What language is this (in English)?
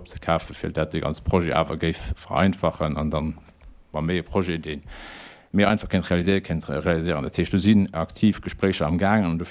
Luxembourgish